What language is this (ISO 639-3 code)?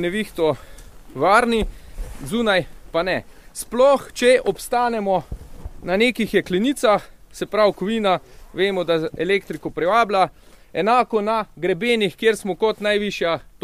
slv